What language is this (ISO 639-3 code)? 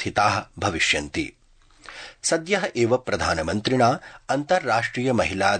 san